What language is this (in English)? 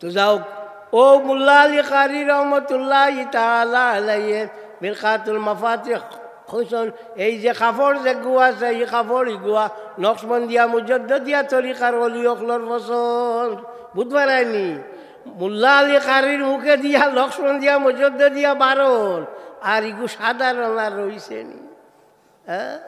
Sylheti